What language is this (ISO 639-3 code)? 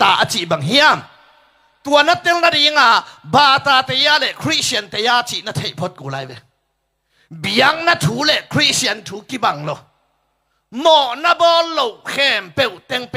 ctd